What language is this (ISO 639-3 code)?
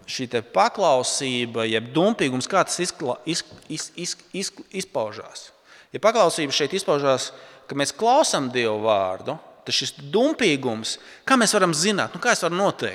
lav